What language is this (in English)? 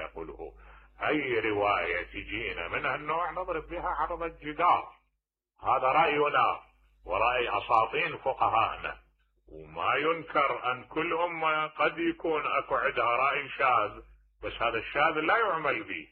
Mesopotamian Arabic